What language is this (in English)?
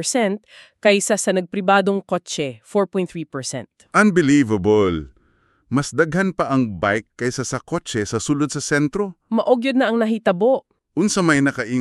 Cebuano